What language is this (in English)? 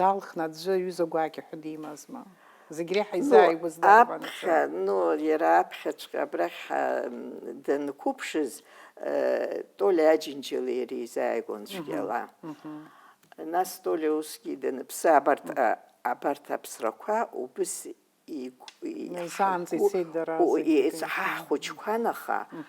Abkhazian